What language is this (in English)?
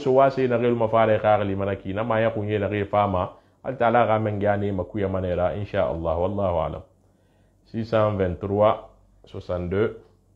Susu